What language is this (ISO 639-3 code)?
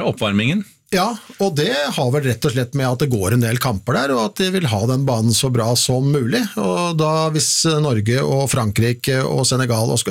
nor